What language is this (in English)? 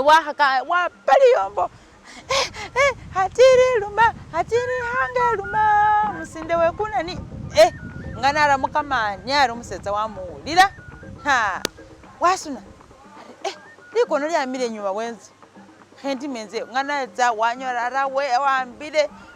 Masaaba